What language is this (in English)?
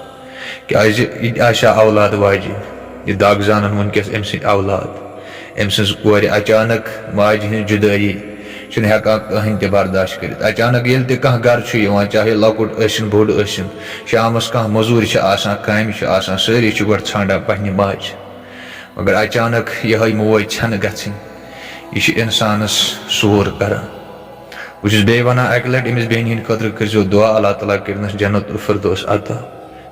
Kashmiri